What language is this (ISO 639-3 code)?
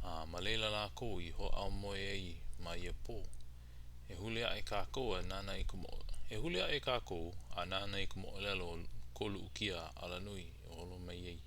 haw